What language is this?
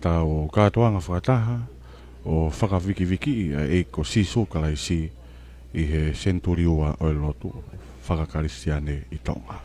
Tongan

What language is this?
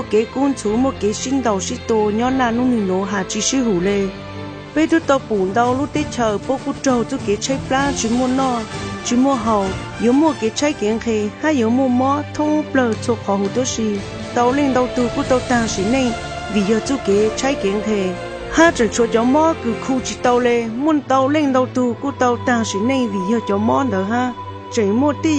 Hmong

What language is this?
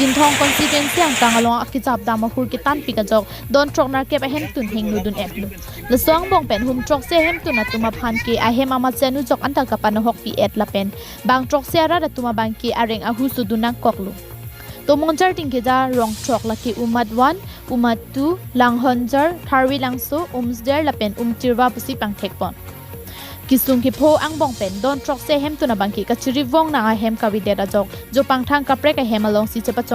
Karbi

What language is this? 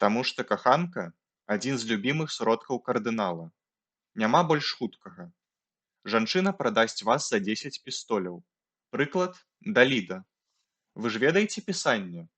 Belarusian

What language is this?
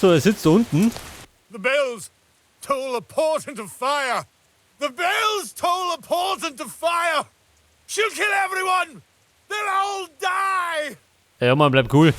Bavarian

